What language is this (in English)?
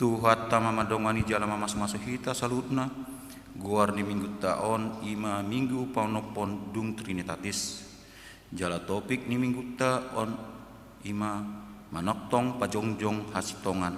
Batak Toba